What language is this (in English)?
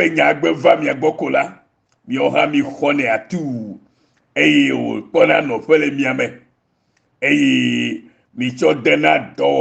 Ewe